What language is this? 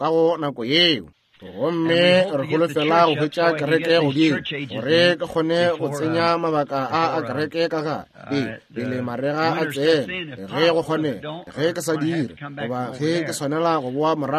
Northern Sotho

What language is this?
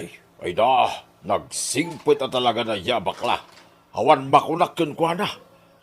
Iloko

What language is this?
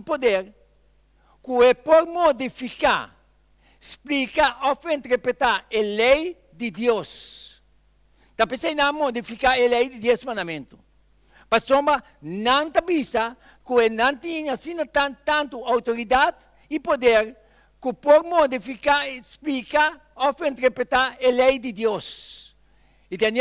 Papiamento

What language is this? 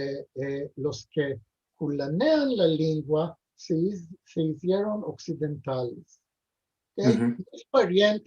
Ladino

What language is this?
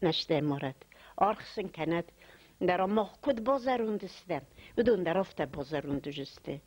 Ossetic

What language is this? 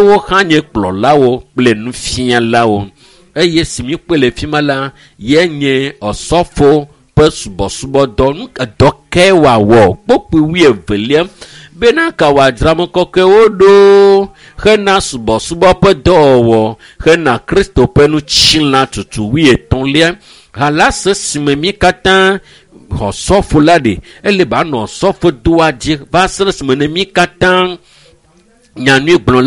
Ewe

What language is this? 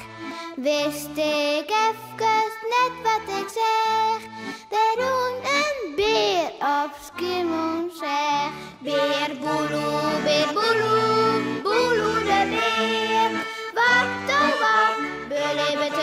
Western Frisian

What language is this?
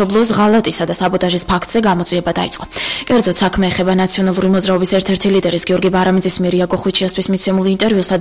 Georgian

